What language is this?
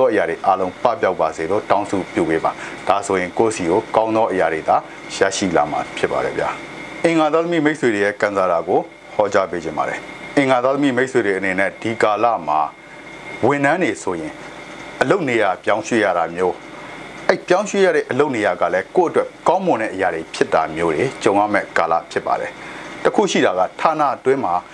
Burmese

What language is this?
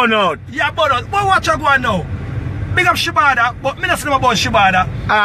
Jamaican Creole English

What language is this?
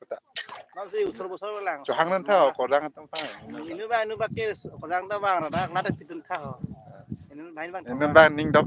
Karbi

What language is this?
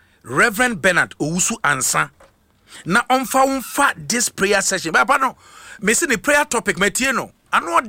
Akan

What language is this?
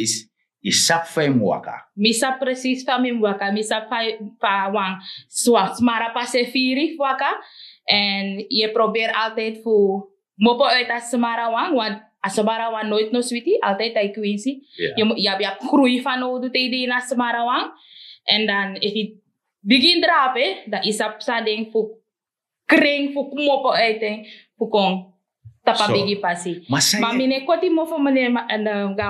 Sranan Tongo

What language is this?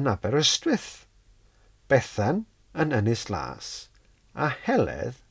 Welsh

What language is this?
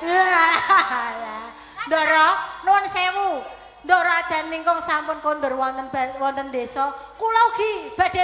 Javanese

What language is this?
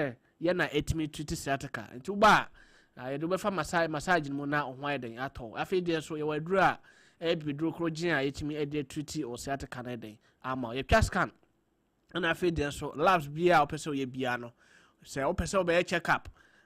Akan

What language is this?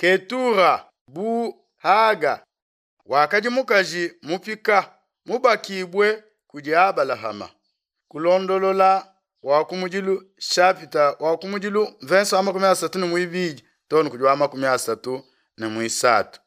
Luba-Lulua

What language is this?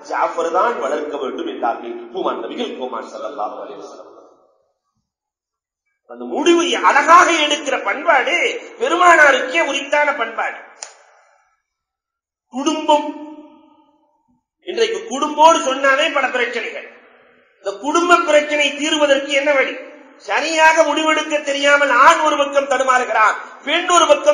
Tamil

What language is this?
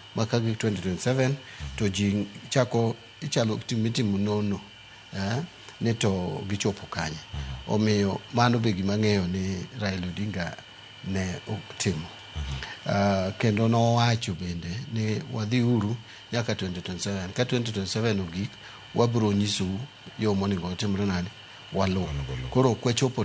Luo (Kenya and Tanzania)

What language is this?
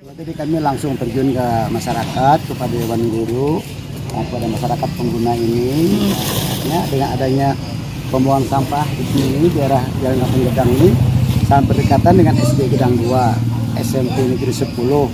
Banjar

